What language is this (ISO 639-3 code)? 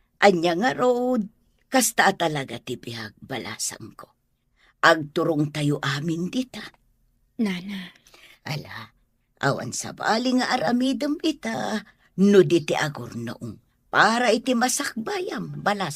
ilo